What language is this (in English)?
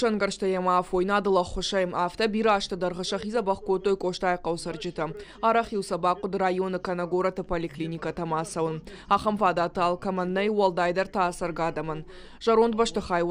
Ossetic